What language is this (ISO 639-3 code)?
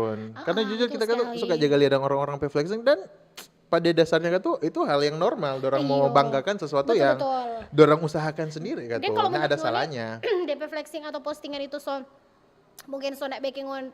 xmm